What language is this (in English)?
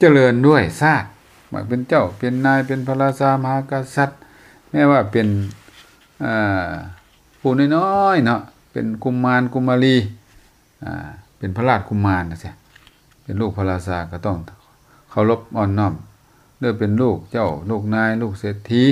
Lao